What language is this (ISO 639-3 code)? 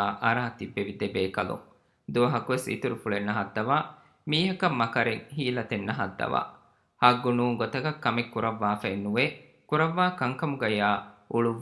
div